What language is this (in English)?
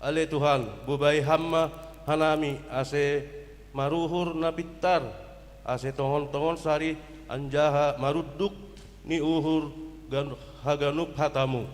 Batak Simalungun